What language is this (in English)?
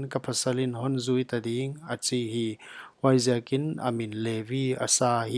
Paite Chin